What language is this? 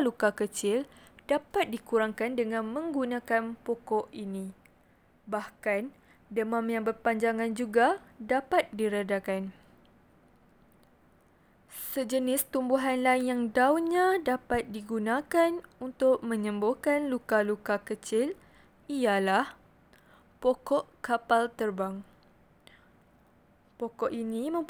Malay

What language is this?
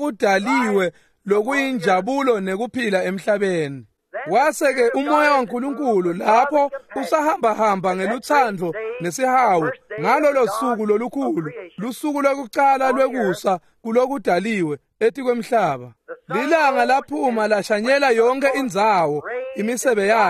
Swati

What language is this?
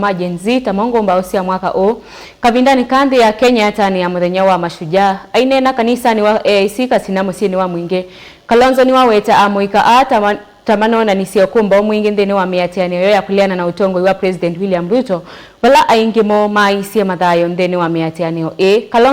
Kamba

